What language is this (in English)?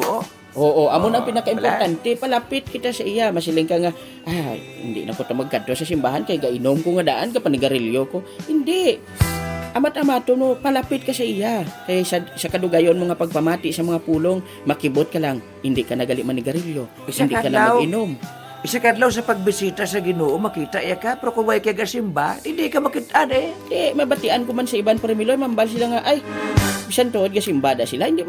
Hiligaynon